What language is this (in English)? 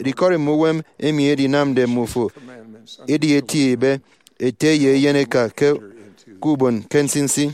Efik